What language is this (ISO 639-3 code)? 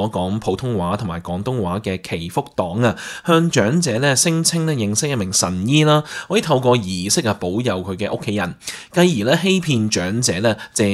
yue